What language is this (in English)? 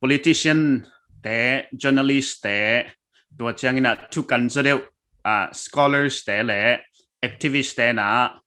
Paite Chin